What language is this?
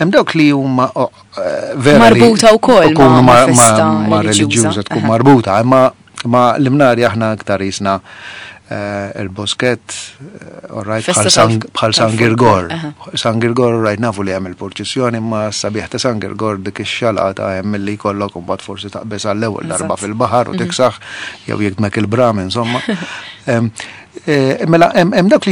Maltese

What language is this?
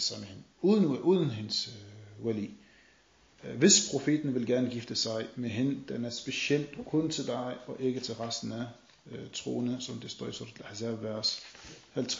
Danish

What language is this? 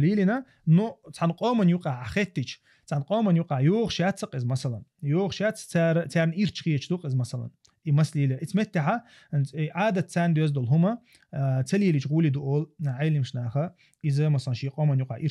Chechen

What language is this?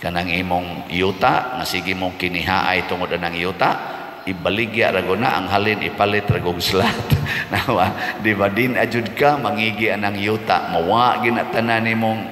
Cebuano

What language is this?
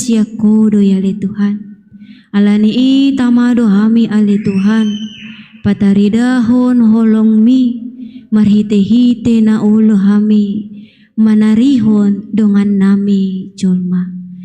Batak Toba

